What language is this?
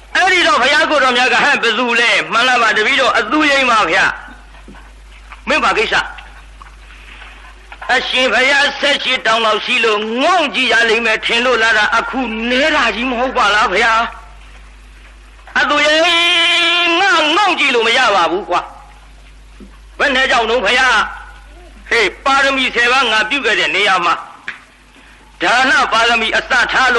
Burmese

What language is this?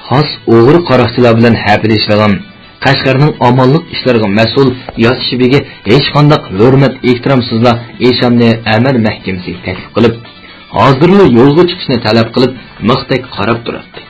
Uyghur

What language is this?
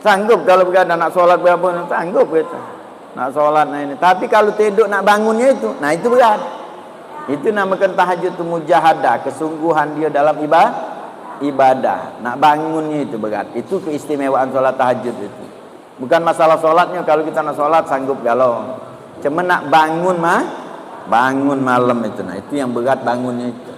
Musi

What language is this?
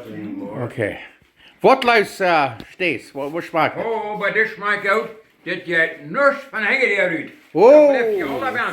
Plautdietsch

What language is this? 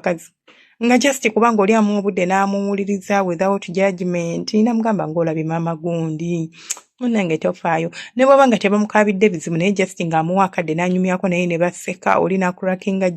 Ganda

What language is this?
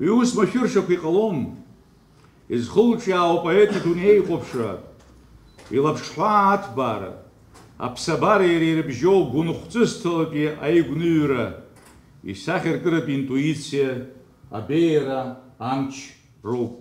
Abkhazian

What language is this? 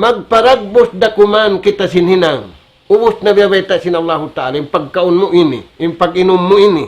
Tausug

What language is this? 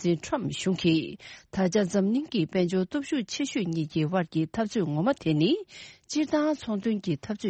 Tibetan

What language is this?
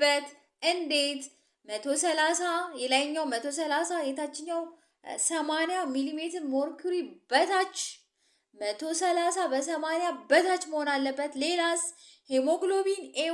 Amharic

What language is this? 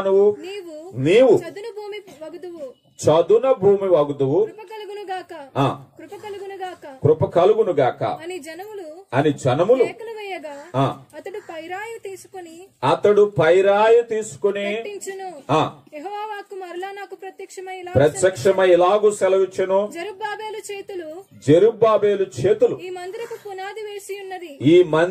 Telugu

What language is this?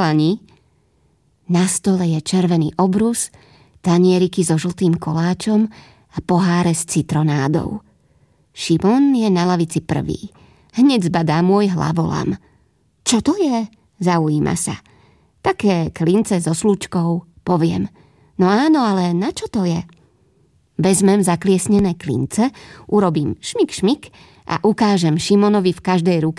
Slovak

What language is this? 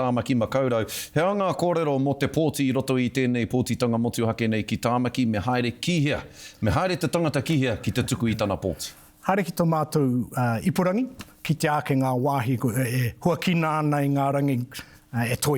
Māori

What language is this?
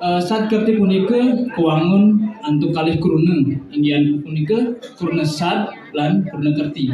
Balinese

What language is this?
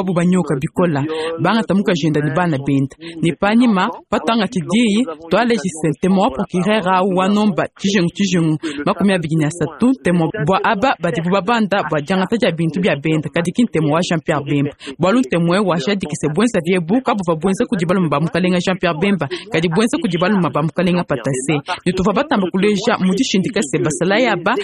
Luba-Lulua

